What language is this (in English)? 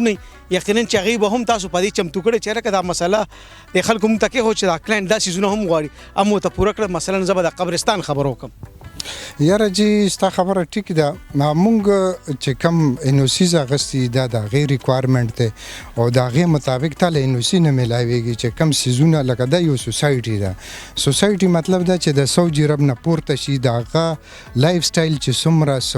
Pashto